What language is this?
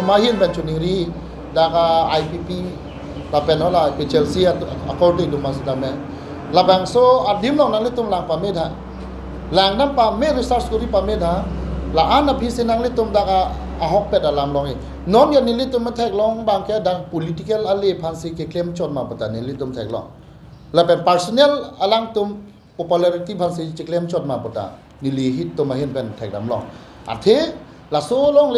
Karbi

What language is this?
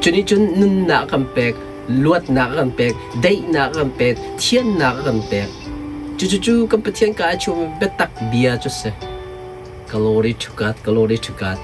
Hakha Chin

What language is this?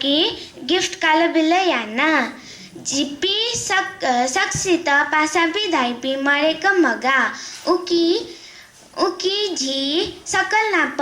Newari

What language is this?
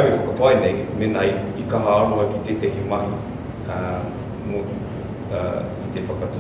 Māori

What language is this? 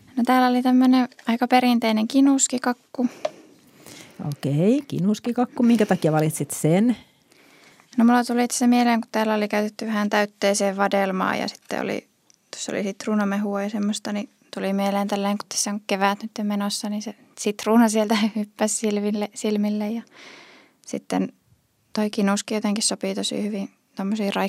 Finnish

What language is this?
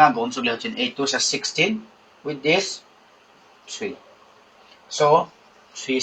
Paite Chin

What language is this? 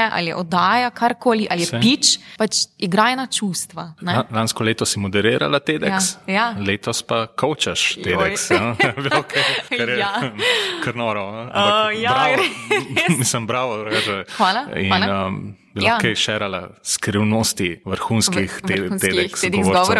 Slovenian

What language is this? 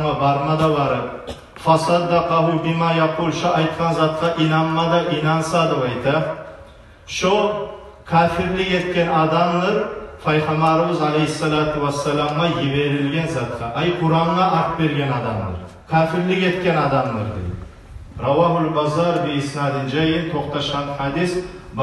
Kumyk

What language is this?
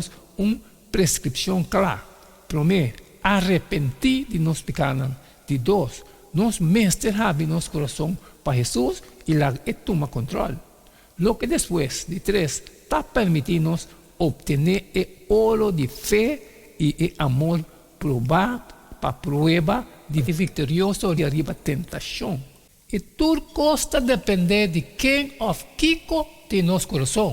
Papiamento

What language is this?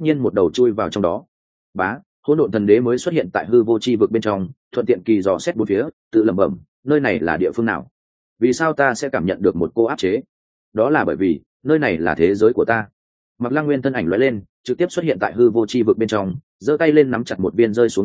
Vietnamese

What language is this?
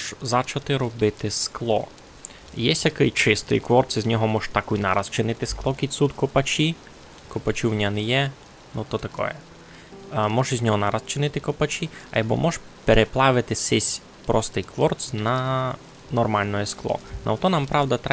Rusyn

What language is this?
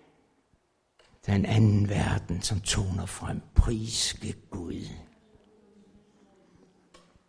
Danish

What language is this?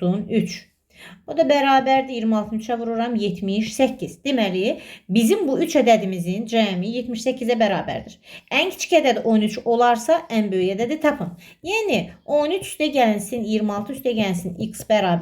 Azerbaijani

